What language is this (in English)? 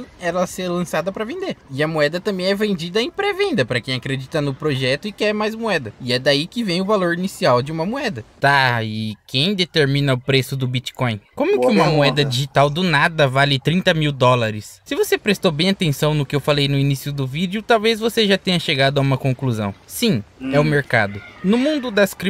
Portuguese